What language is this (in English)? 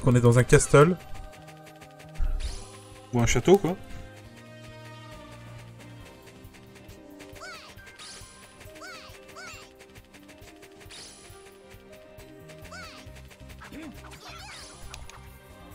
French